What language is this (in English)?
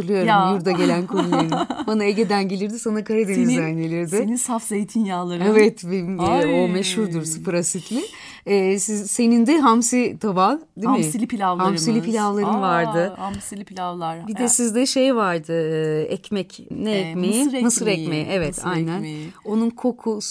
Turkish